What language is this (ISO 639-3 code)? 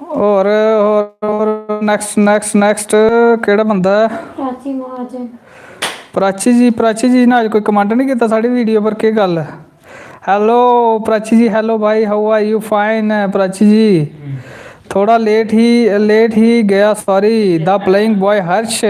doi